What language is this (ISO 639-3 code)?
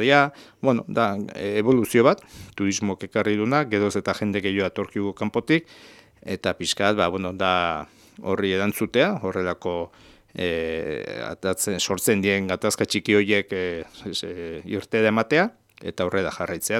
eus